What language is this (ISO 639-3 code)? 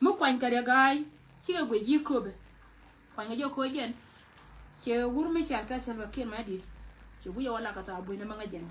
nus